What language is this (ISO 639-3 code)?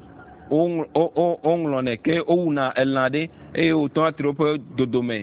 ewe